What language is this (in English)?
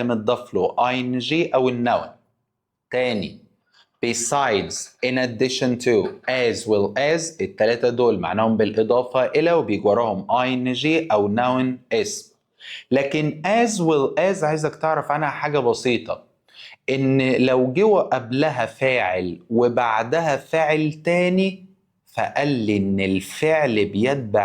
Egyptian Arabic